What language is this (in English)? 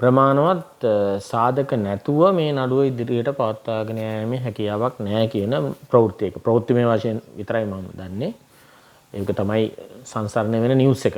Sinhala